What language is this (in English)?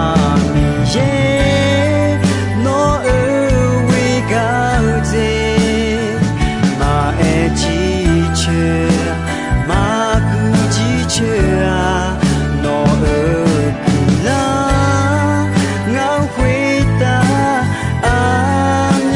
Akha